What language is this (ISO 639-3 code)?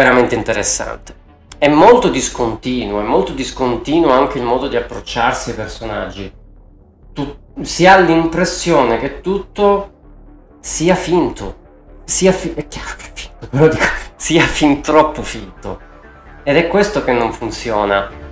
ita